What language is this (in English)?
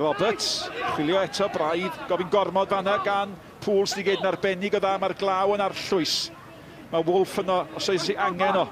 Welsh